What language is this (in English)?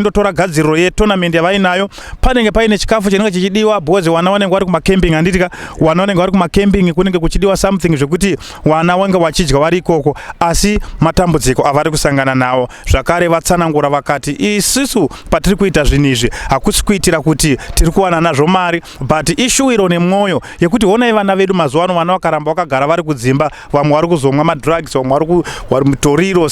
Shona